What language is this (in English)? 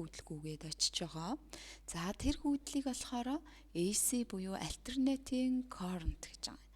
Mongolian